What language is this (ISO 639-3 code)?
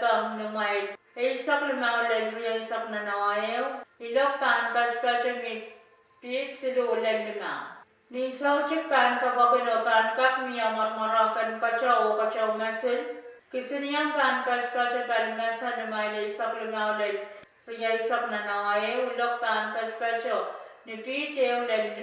pon